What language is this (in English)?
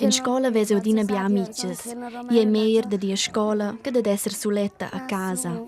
Romansh